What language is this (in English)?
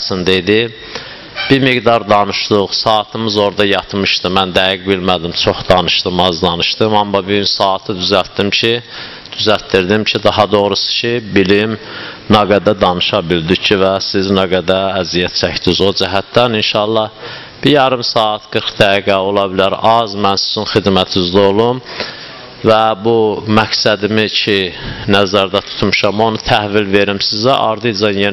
Azerbaijani